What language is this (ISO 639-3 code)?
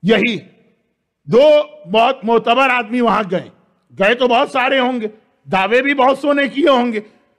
urd